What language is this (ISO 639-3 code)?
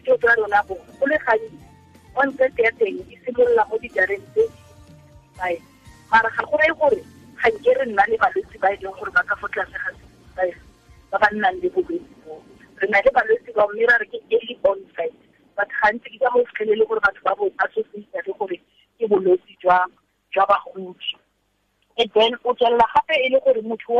tsn